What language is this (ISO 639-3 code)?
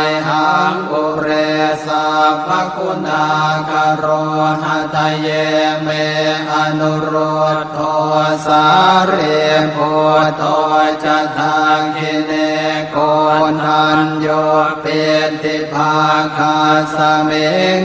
pli